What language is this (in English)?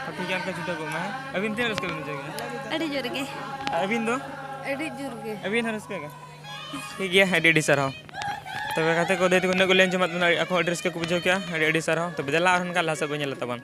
Santali